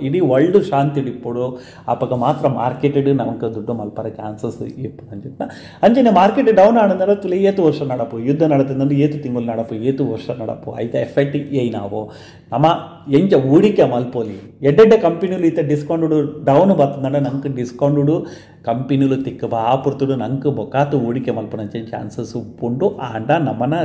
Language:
Tulu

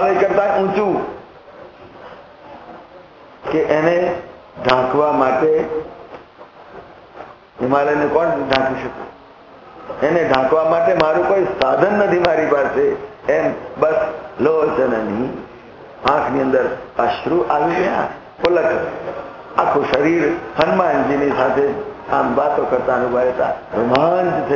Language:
Gujarati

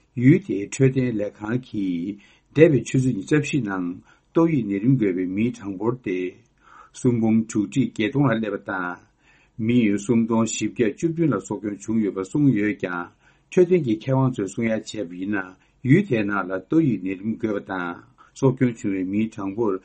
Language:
Tibetan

